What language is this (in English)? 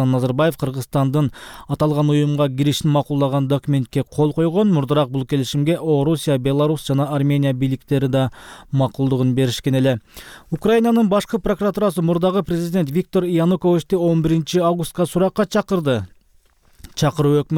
Kyrgyz